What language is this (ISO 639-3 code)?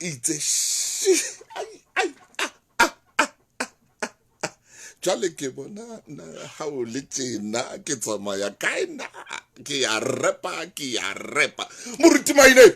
sot